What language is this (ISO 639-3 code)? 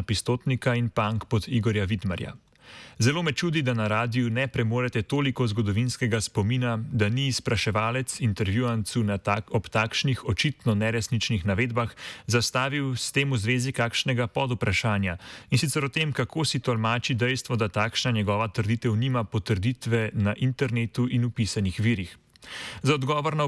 slv